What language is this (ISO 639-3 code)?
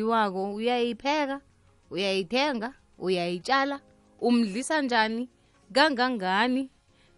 nbl